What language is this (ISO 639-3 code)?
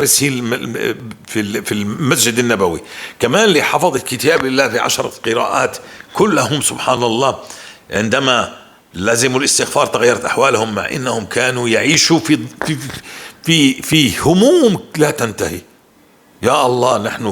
apc